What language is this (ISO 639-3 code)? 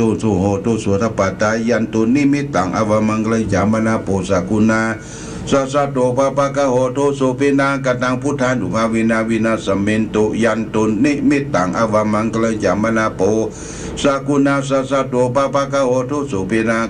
pli